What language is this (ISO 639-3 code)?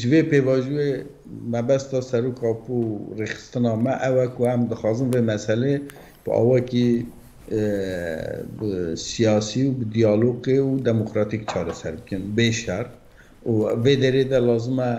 kur